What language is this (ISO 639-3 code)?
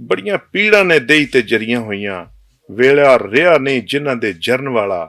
lah